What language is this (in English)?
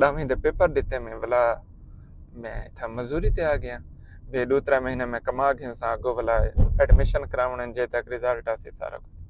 Saraiki